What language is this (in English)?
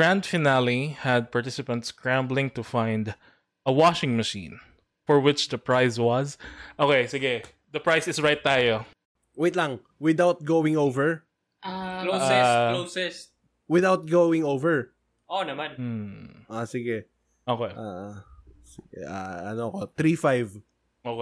Filipino